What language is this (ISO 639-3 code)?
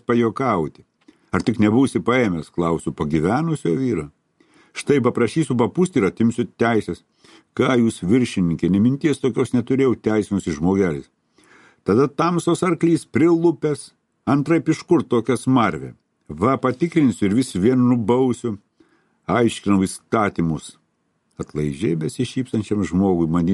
lit